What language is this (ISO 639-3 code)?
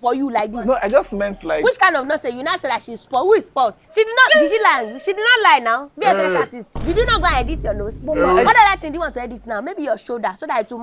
pcm